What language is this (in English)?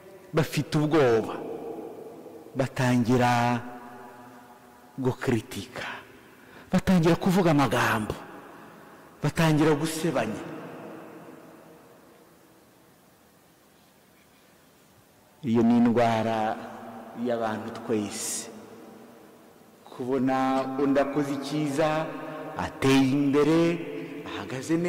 Kinyarwanda